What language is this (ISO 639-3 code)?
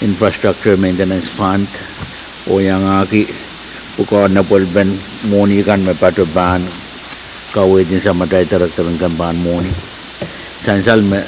pon